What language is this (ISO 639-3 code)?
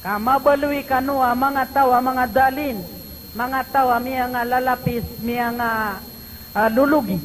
mrw